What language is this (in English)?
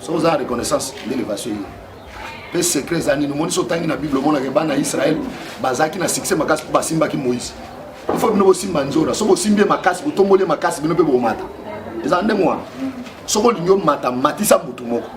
Lingala